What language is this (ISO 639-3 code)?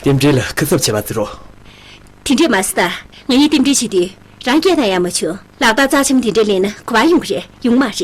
bod